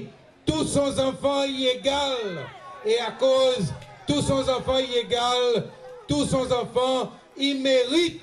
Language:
Seselwa Creole French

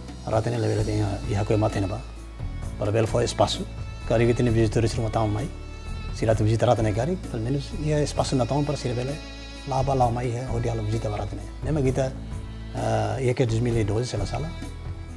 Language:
Tetum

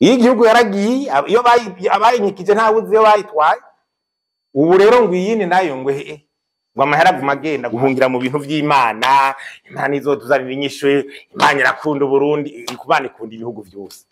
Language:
Rundi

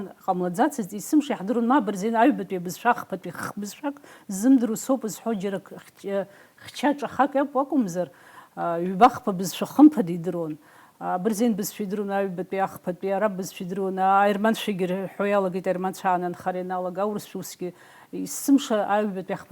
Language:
Abkhazian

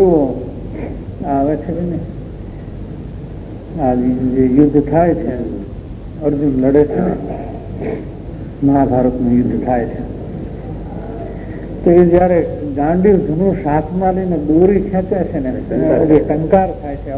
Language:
Gujarati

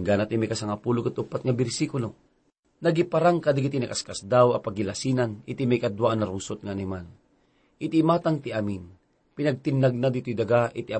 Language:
Iloko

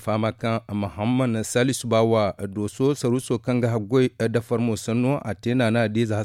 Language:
Zarma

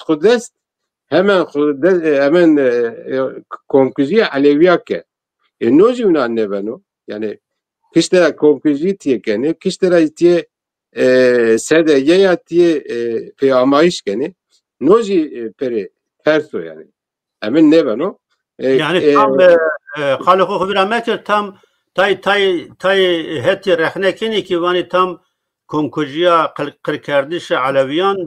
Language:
Zaza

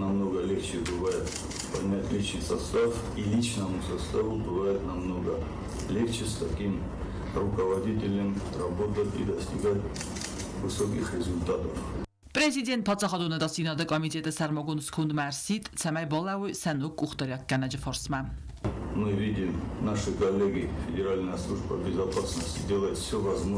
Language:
Ossetic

